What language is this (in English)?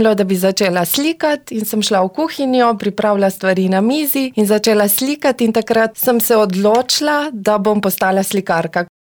Slovenian